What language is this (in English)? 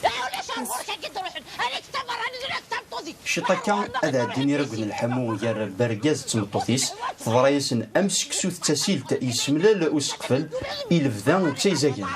Kabyle